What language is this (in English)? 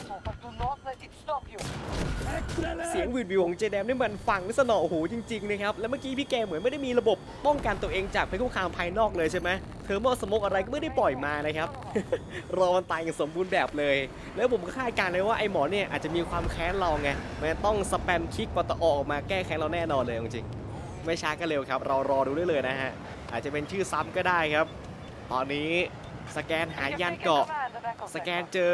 Thai